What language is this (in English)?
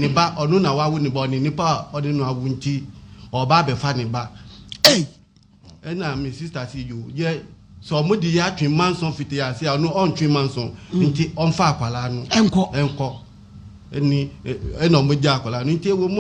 Akan